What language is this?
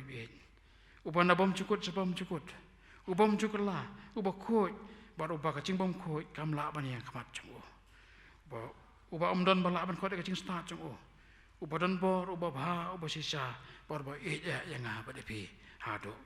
Khasi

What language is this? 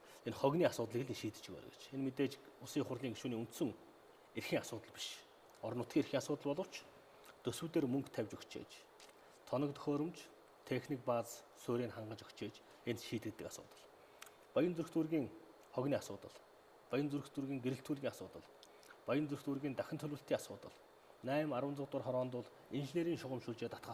Mongolian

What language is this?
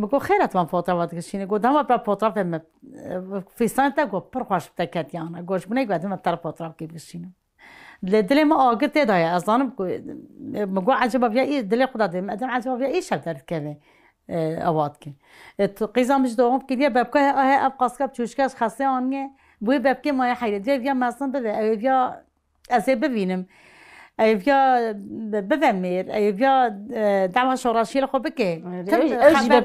Kurdish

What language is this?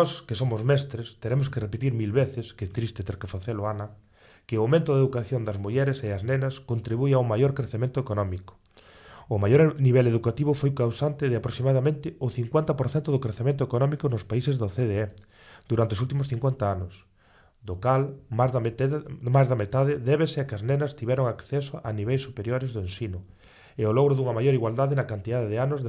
Galician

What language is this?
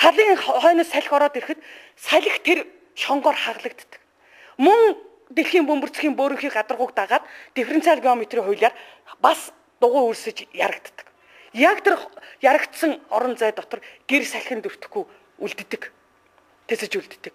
Mongolian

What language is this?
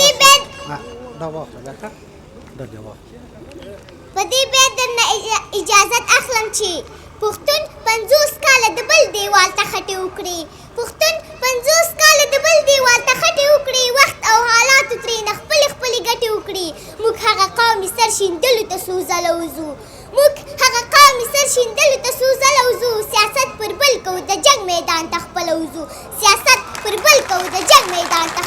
Pashto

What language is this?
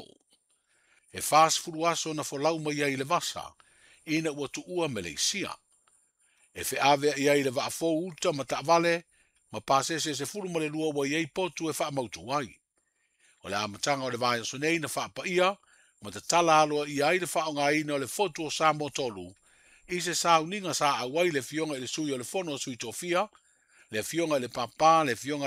Samoan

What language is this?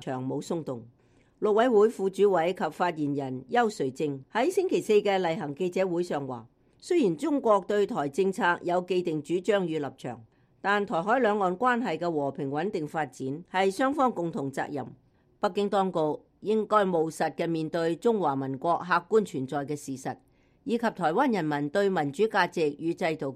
Cantonese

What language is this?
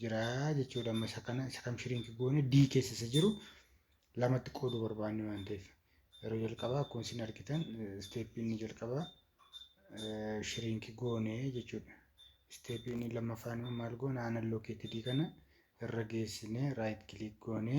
Oromo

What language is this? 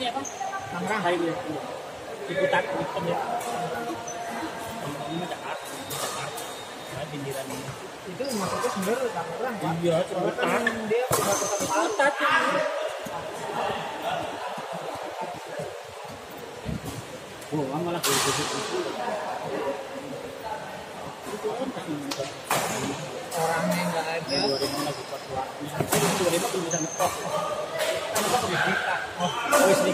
Indonesian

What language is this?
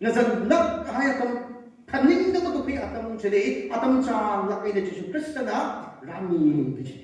Tangkhul Naga (India)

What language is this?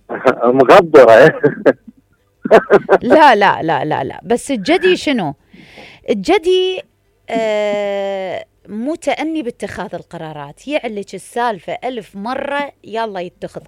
Mesopotamian Arabic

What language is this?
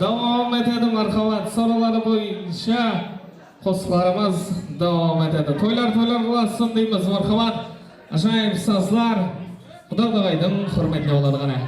Kara-Kalpak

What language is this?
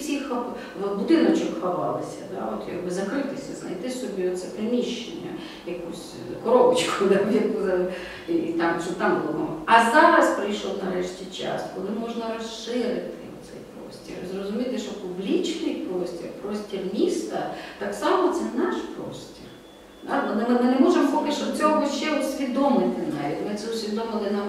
Ukrainian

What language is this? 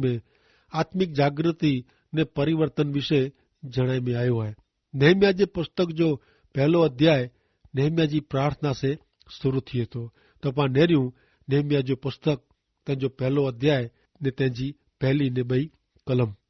Kachhi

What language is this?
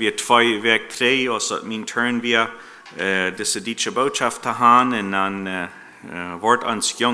Plautdietsch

